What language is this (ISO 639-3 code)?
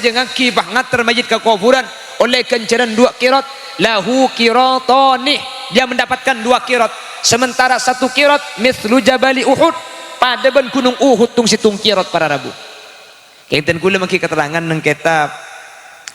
mad